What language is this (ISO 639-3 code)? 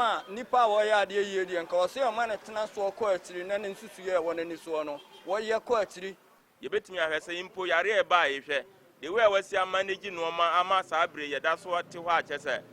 aka